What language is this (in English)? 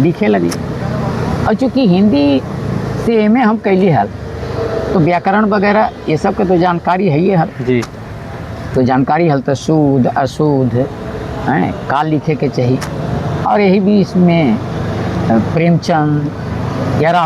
Magahi